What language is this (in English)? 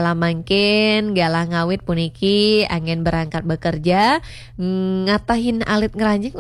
Balinese